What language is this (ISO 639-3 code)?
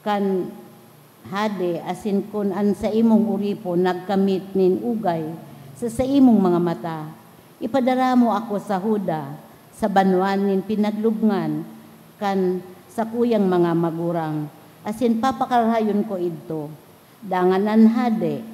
bik